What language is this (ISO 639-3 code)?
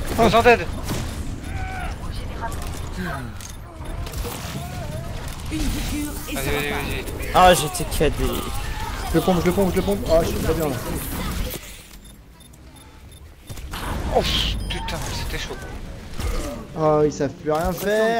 fra